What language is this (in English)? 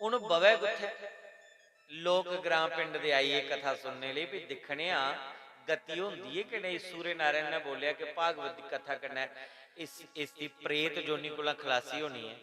Dogri